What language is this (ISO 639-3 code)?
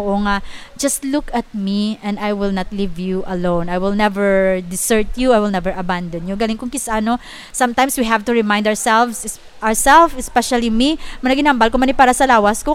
hil